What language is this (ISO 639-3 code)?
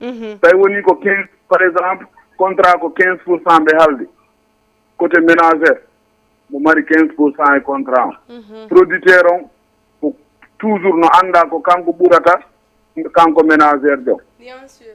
ful